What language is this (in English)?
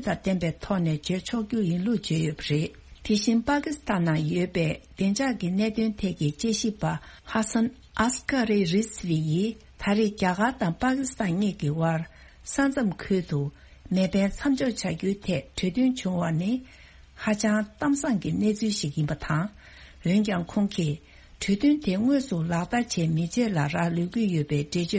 Tibetan